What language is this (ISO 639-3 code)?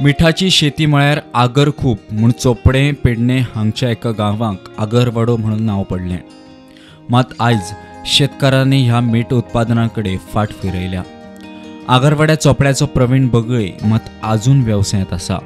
kok